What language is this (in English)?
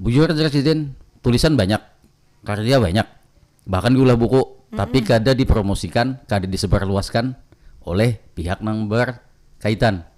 Banjar